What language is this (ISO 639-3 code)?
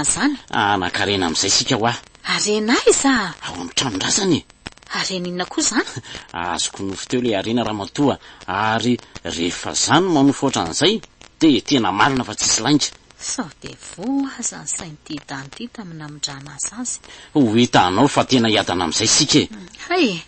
mlg